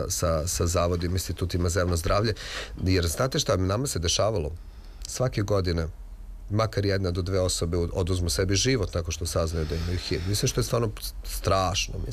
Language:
Serbian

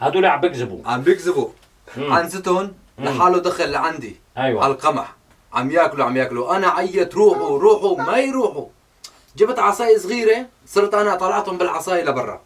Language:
North Levantine Arabic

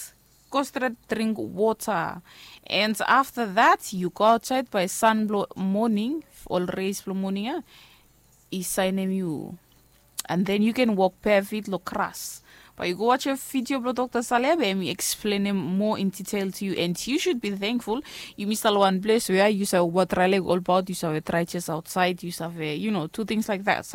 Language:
Bislama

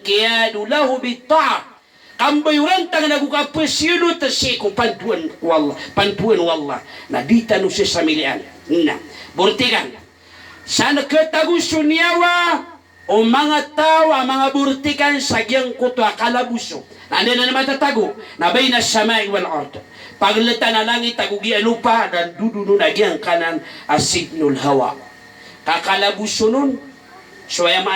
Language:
Maranao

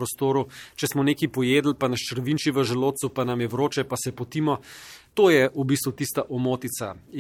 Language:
Slovenian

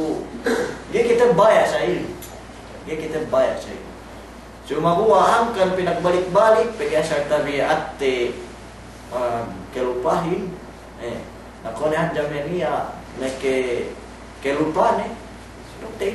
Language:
Yakan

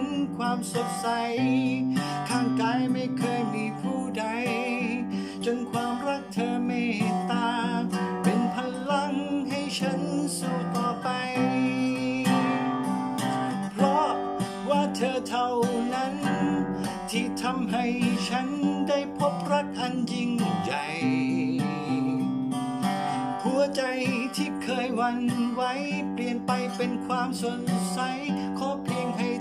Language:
Thai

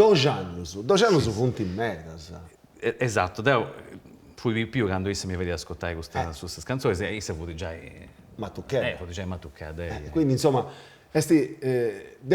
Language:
Sardinian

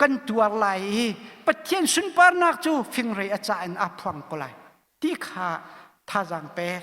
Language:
Hakha Chin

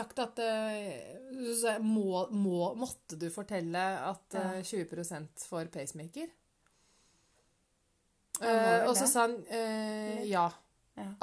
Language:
Norwegian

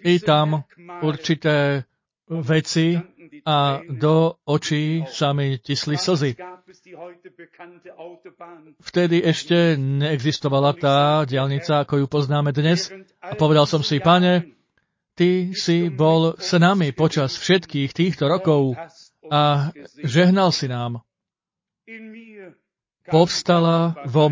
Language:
Slovak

